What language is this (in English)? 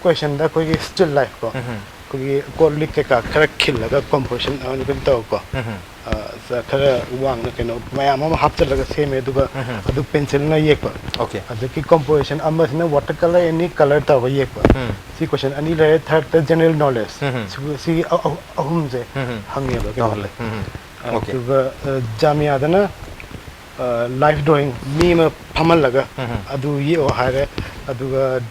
Manipuri